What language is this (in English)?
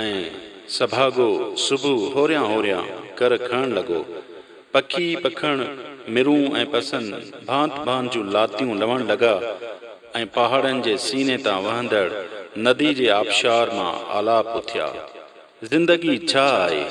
Sindhi